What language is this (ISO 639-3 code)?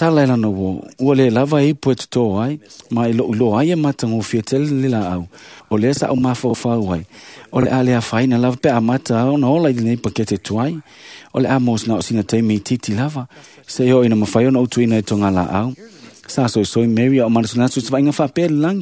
smo